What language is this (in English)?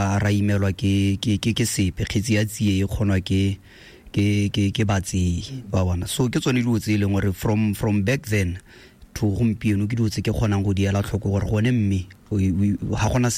Tswana